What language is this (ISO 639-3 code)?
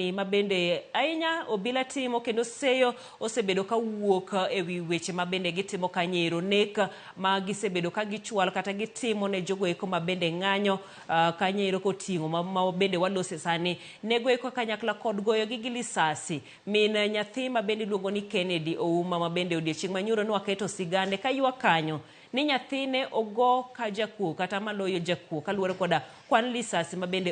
luo